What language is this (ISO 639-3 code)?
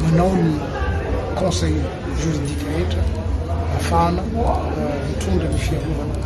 mlg